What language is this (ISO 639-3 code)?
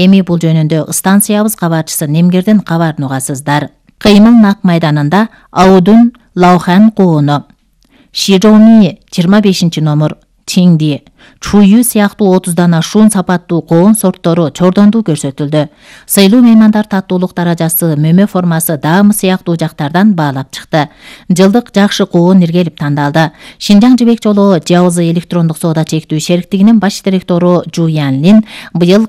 kir